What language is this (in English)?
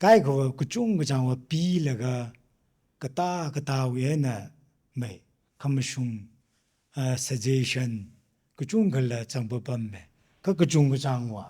Tangkhul Naga (India)